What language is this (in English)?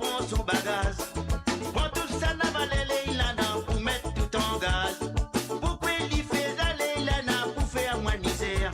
Morisyen